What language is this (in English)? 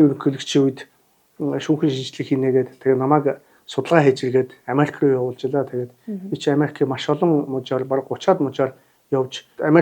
Mongolian